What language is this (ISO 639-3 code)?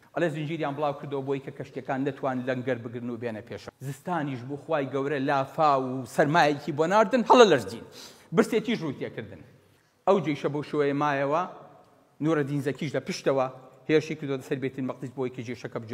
ckb